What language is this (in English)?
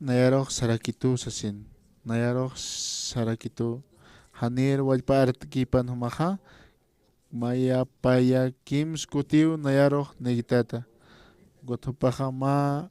Aymara